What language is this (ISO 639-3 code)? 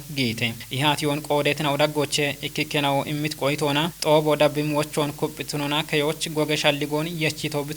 kbr